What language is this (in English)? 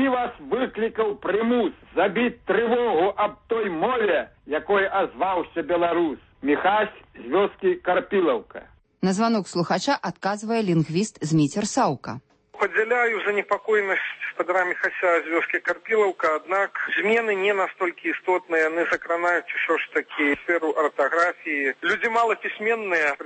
Belarusian